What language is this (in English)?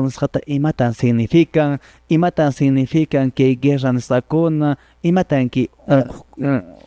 Quechua